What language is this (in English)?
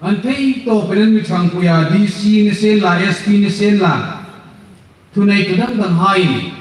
Hmar